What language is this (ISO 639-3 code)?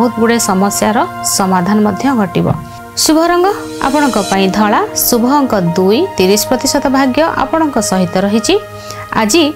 ori